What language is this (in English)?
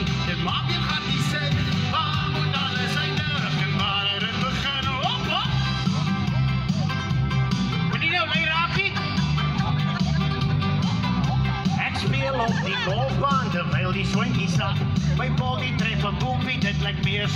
Afrikaans